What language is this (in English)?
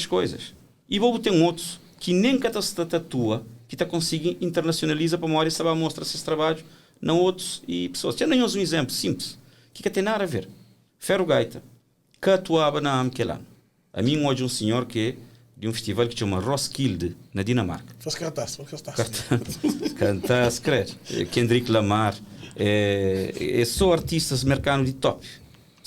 Kabuverdianu